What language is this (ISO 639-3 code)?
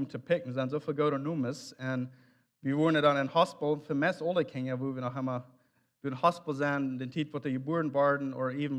pdt